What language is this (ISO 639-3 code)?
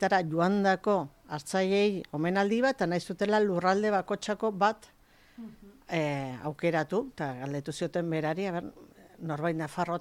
eus